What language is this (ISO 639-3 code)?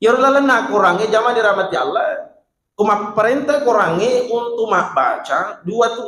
bug